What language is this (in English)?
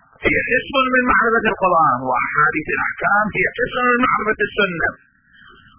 Arabic